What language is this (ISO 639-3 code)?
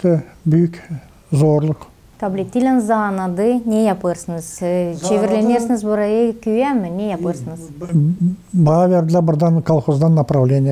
gag